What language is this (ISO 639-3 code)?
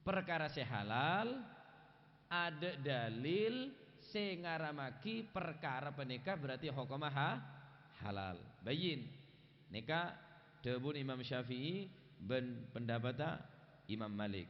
mad